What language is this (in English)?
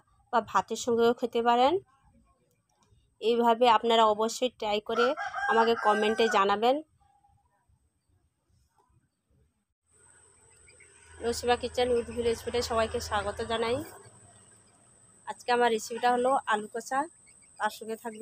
Bangla